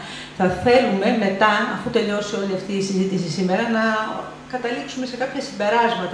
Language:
Greek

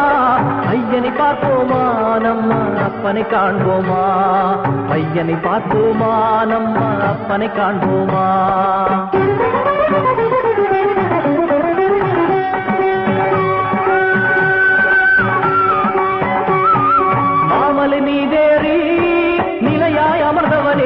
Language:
Tamil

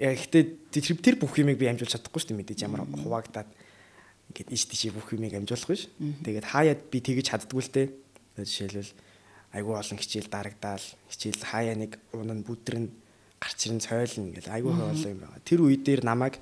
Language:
Mongolian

